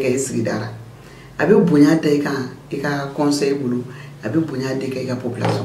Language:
Bambara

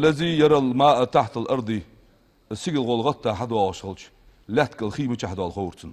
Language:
Ingush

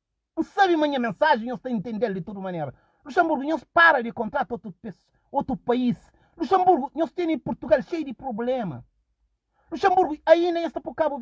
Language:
Kabuverdianu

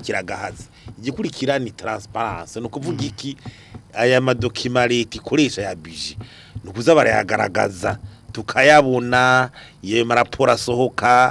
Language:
Rundi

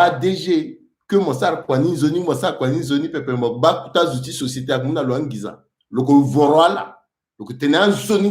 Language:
Sango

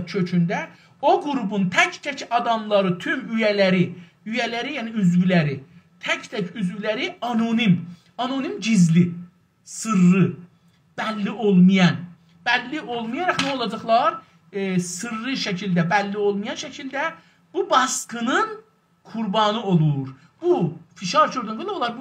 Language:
South Azerbaijani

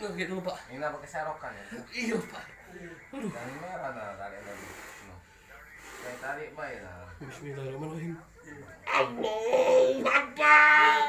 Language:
Musi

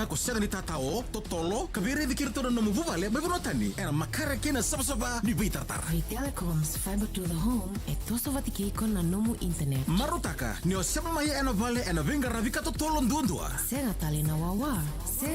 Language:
Fijian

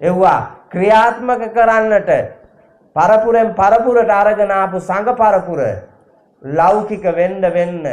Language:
Sinhala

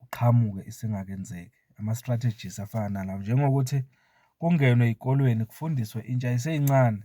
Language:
Zulu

